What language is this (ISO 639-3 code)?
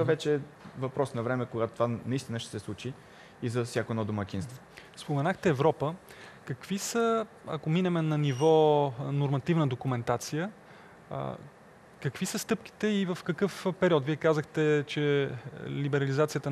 bul